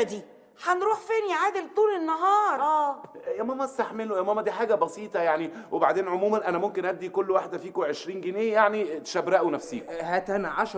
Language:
Egyptian Arabic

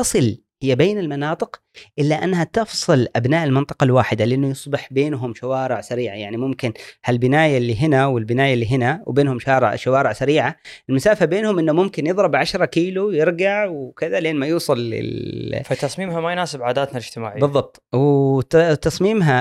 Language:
Gulf Arabic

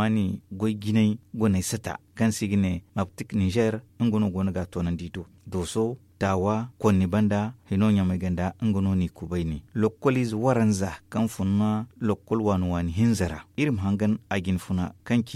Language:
Zarma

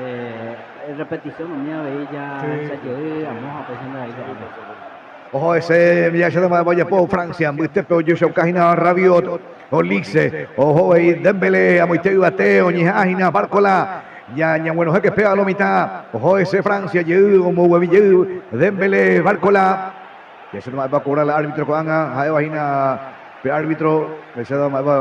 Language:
Guarani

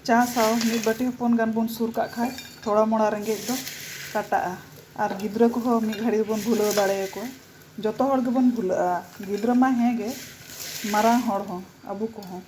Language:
Santali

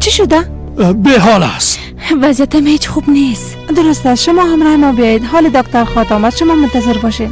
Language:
Persian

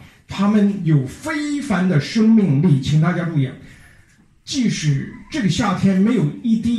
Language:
Chinese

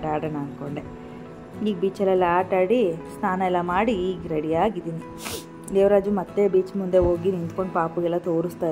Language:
Kannada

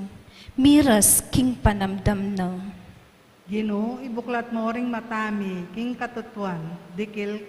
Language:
Pampanga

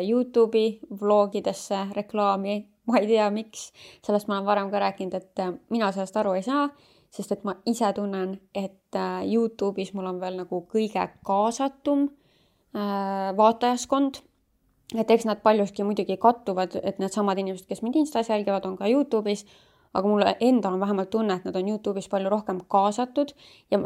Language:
Estonian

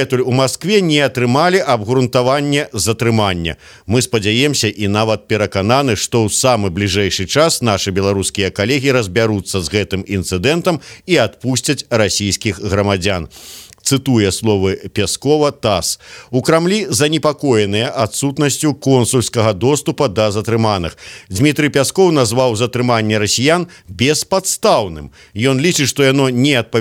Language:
Belarusian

